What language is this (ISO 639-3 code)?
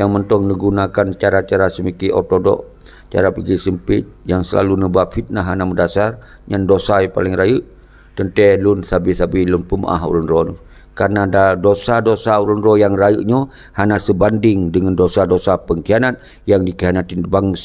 ace